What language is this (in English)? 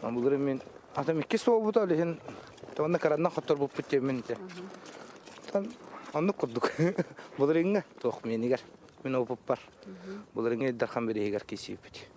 Yakut